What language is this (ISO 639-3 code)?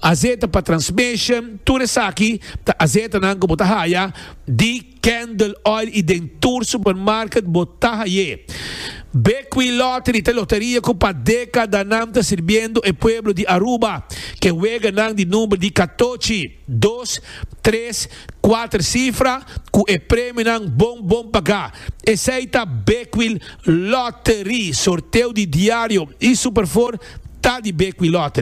pap